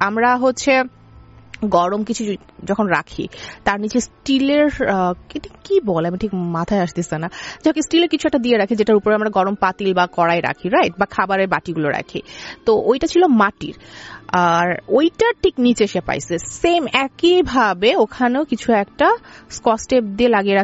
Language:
Bangla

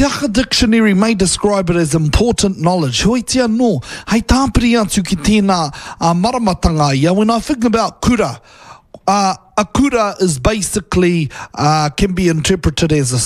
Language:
Māori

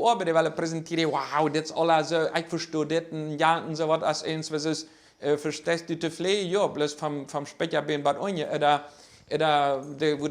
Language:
Plautdietsch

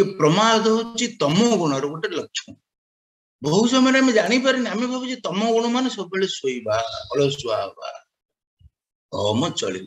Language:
Odia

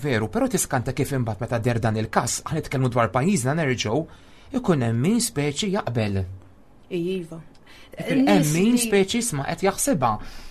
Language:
Maltese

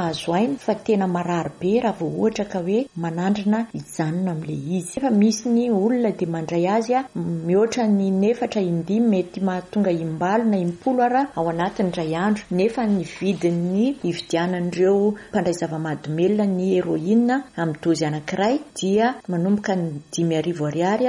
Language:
Malagasy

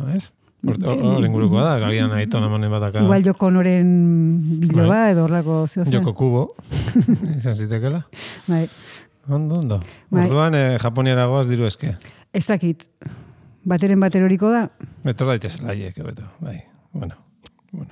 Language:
Basque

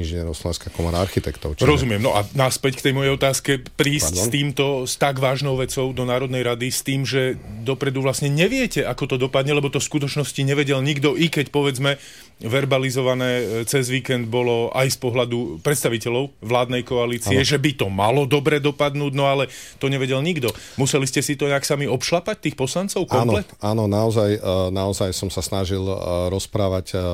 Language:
Slovak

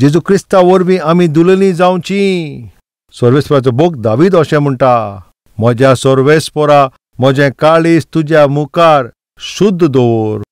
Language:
Konkani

